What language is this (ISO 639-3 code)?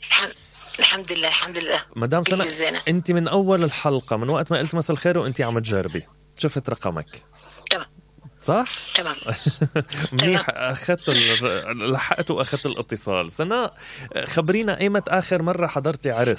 acm